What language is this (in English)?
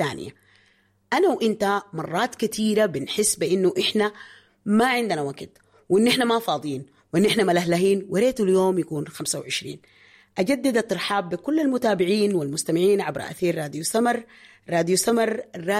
Sudanese Arabic